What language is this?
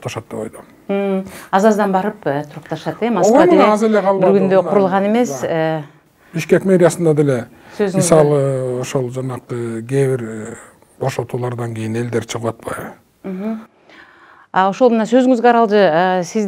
Kyrgyz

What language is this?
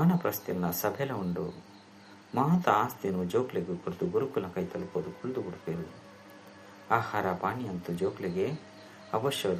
Tulu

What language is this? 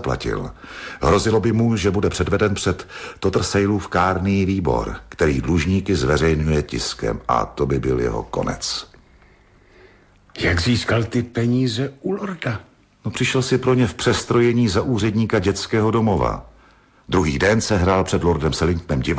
Czech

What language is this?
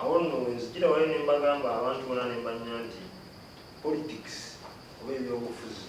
Ganda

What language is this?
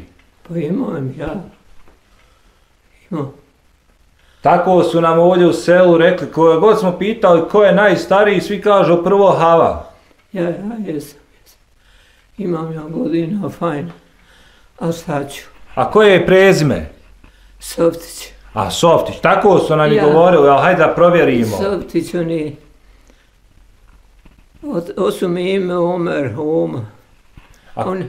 Bosnian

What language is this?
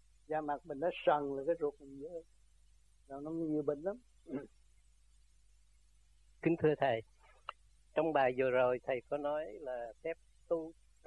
Vietnamese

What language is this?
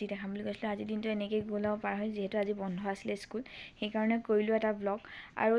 Assamese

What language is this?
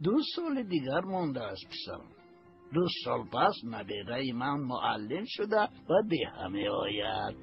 Tajik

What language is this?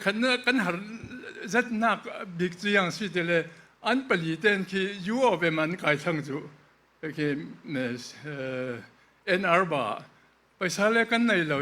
Falam Chin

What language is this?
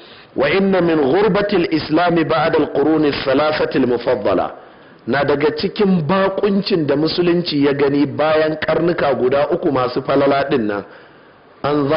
Hausa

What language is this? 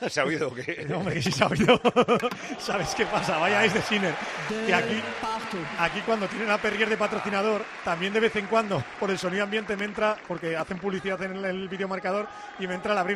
Spanish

